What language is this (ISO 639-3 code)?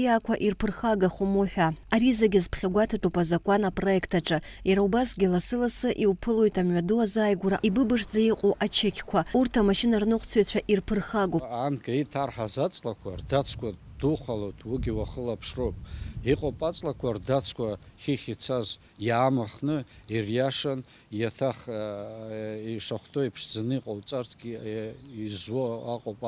abk